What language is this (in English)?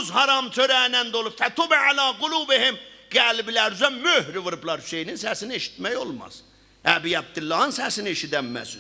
South Azerbaijani